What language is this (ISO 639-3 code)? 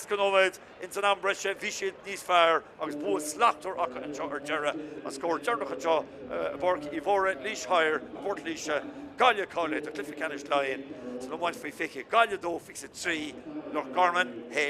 gle